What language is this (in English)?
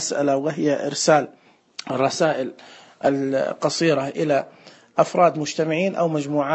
Najdi Arabic